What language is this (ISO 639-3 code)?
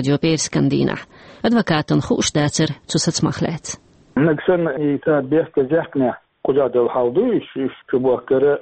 che